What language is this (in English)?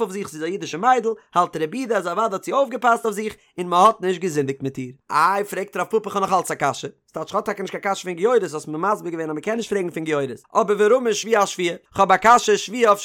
Yiddish